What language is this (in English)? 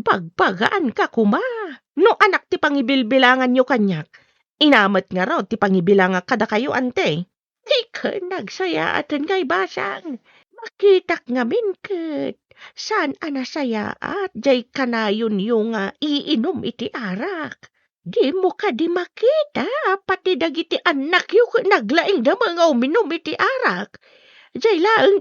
Iloko